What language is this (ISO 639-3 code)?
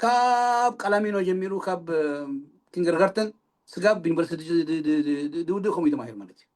tir